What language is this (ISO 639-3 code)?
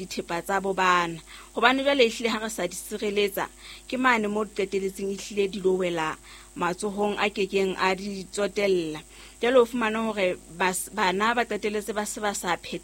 sot